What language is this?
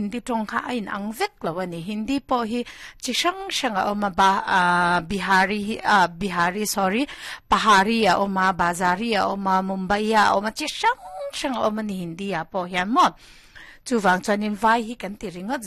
Mizo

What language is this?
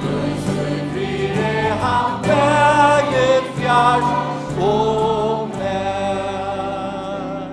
Faroese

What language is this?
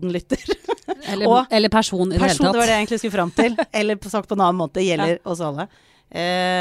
Norwegian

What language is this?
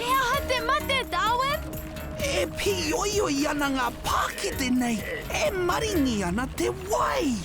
Māori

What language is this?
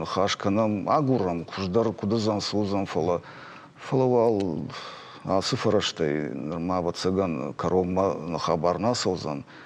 Ossetic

